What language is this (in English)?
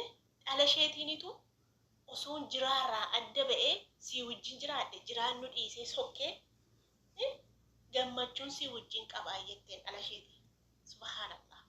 Oromo